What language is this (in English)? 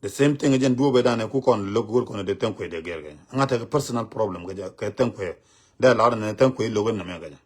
Nuer